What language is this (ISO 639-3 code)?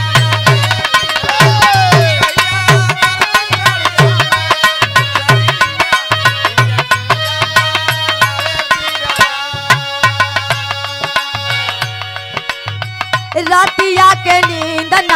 bho